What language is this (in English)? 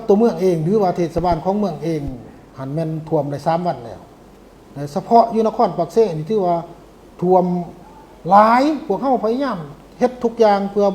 Lao